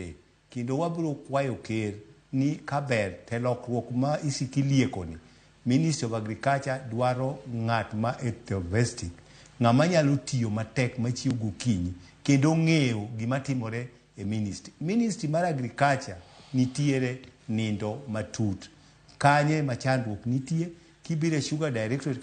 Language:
Luo (Kenya and Tanzania)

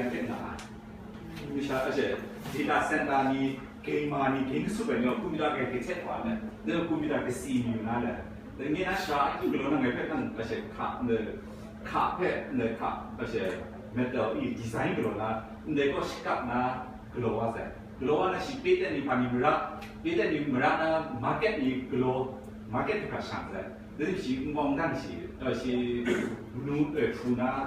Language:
Kachin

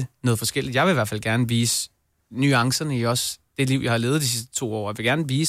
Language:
Danish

